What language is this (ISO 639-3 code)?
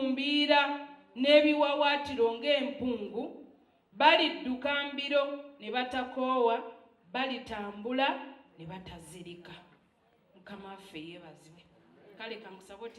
lug